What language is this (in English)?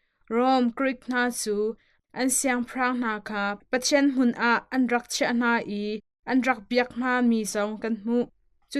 Hakha Chin